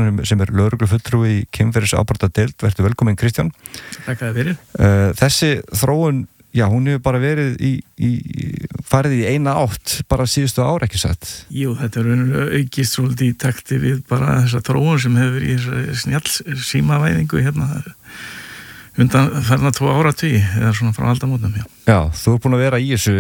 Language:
Icelandic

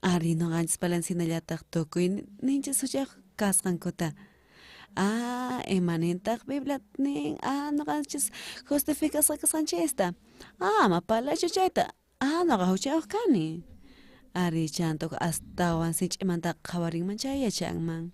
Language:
South Bolivian Quechua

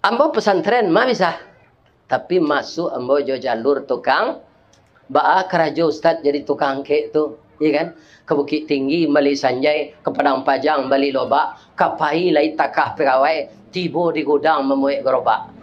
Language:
Minangkabau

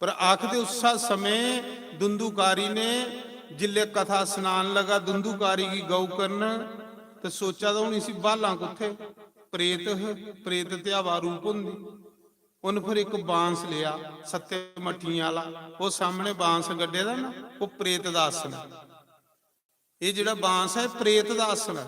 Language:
Dogri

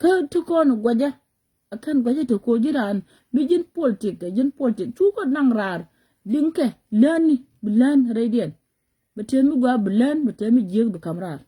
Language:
Nuer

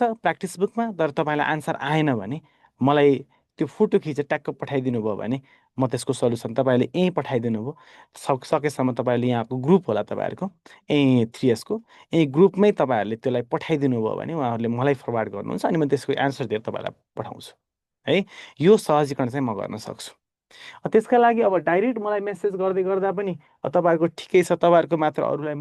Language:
Nepali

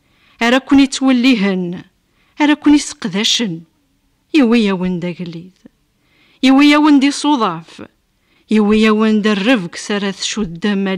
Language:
Kabyle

